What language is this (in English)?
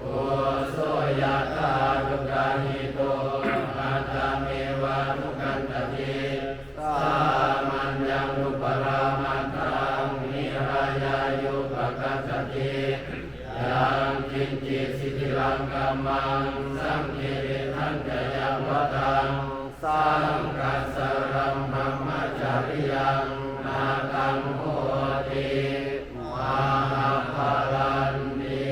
Pali